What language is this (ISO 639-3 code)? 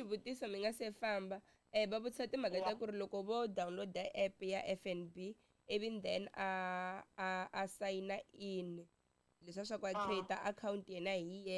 tso